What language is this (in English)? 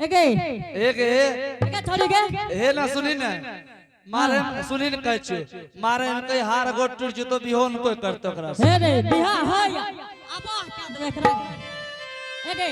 Angika